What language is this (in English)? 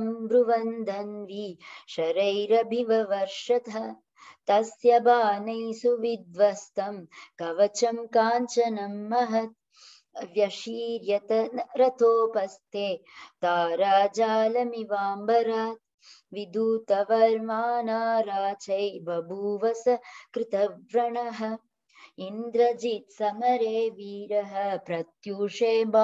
Sanskrit